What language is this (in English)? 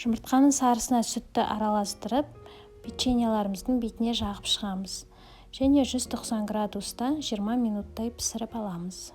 Kazakh